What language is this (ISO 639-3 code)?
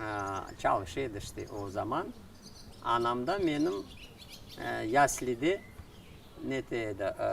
crh